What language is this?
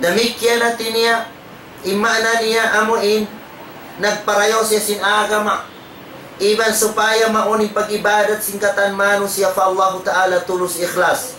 Tausug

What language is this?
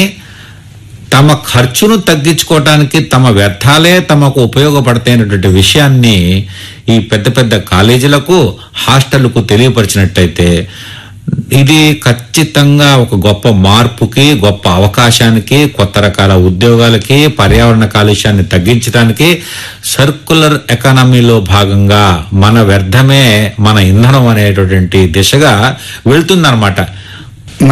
Telugu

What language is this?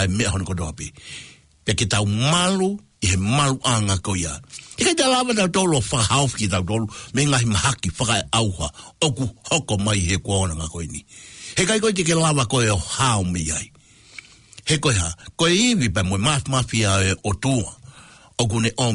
Tongan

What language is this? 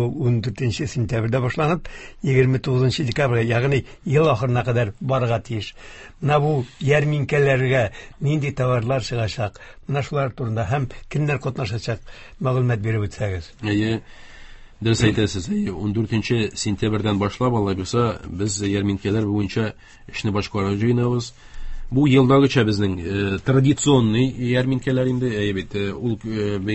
Tatar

